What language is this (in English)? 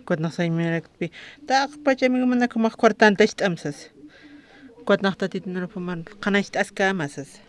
Aymara